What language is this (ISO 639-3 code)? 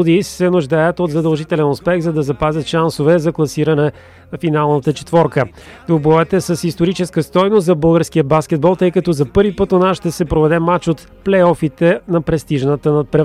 bul